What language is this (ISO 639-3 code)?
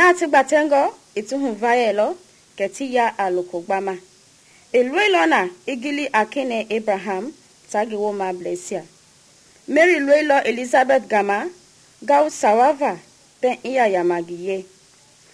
men